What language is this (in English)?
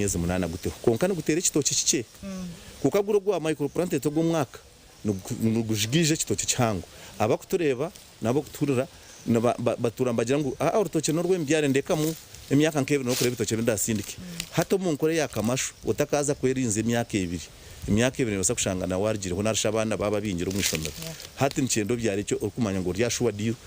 Nyankole